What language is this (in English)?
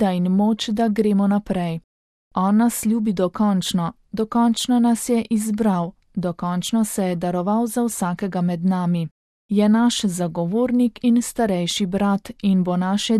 Slovenian